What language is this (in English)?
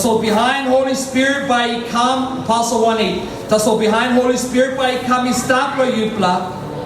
Tok Pisin